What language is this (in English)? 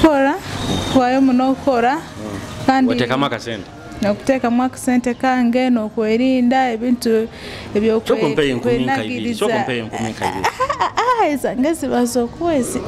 Nyoro